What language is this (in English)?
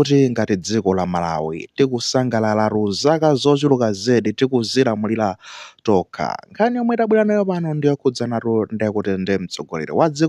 Nyanja